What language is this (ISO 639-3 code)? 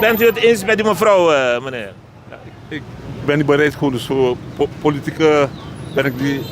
srn